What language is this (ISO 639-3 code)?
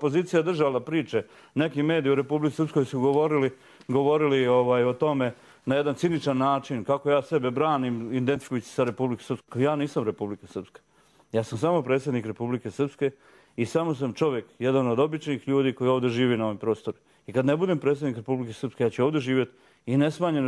srp